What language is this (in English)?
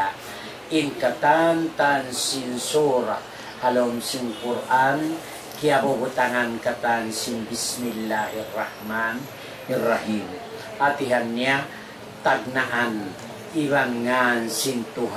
Tausug